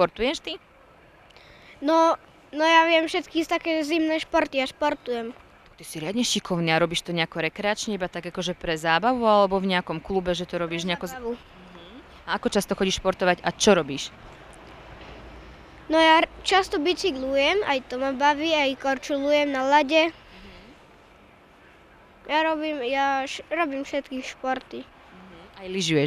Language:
Slovak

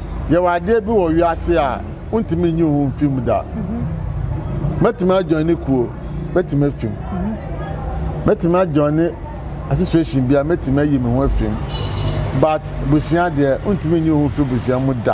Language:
Akan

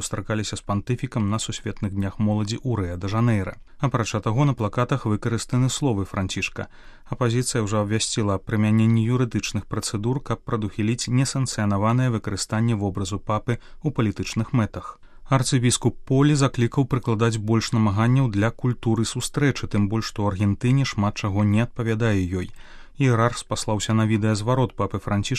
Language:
Belarusian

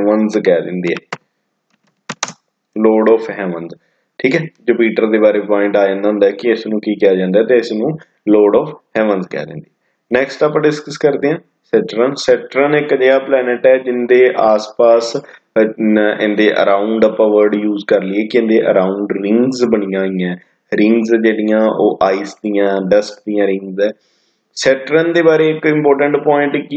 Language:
Punjabi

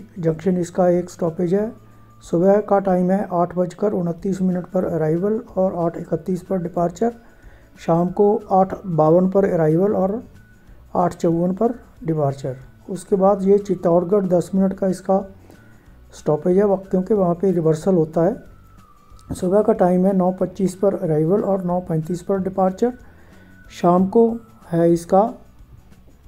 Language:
Hindi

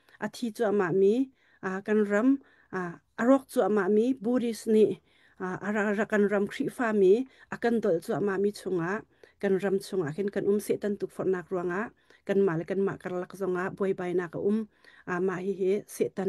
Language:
Hakha Chin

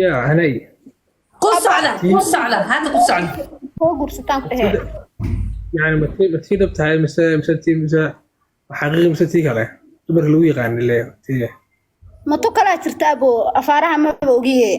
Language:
Somali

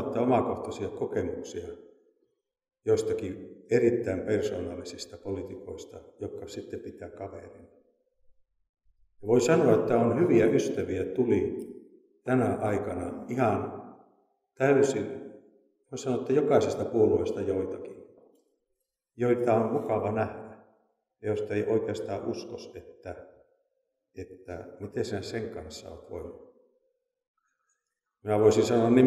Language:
Finnish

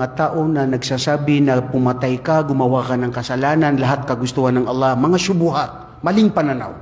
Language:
Maranao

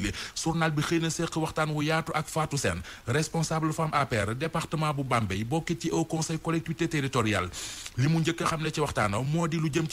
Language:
Wolof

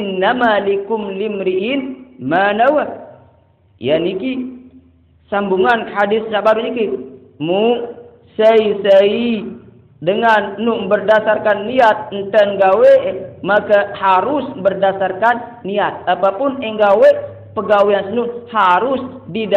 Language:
Sasak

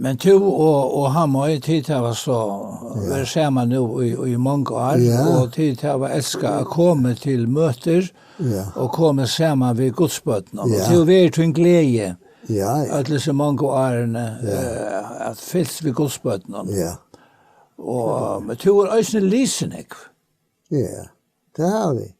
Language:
Faroese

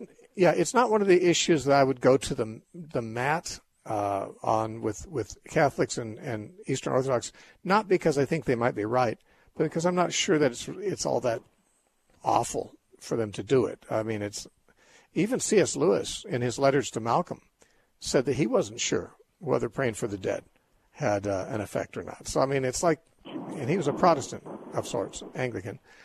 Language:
English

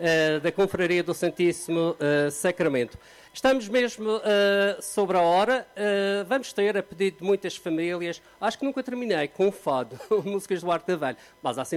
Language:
Portuguese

